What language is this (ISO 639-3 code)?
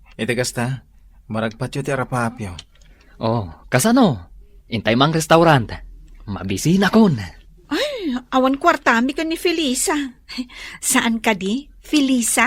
ilo